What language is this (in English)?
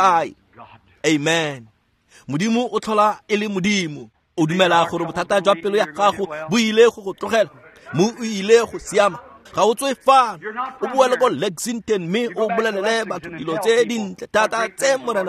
Tswana